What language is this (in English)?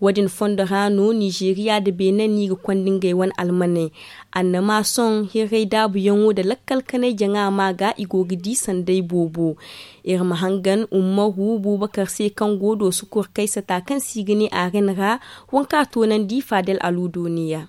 Zarma